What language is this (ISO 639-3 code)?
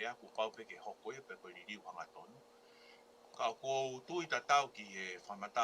ton